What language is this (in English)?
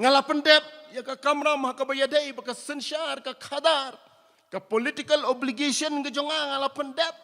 Khasi